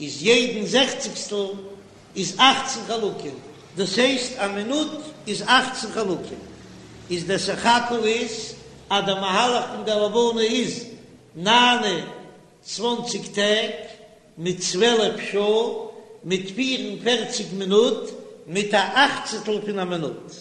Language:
Yiddish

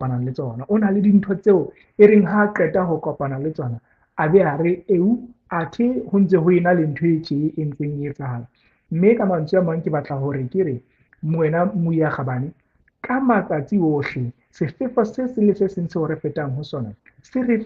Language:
Southern Sotho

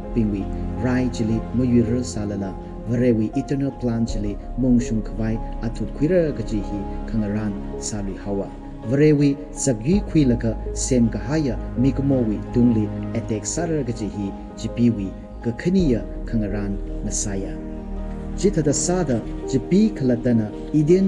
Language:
Tangkhul Naga (India)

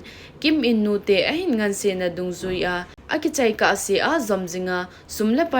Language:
Thado Chin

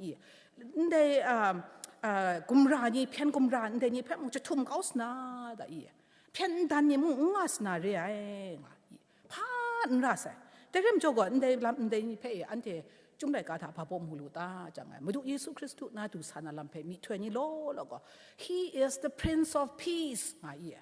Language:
Kachin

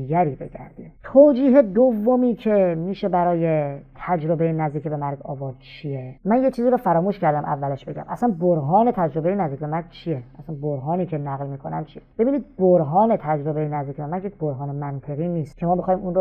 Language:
Persian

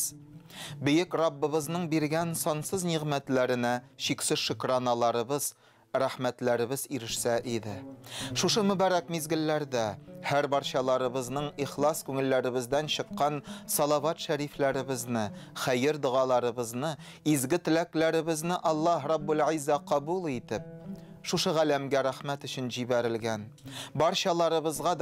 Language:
Tatar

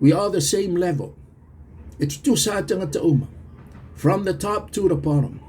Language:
Samoan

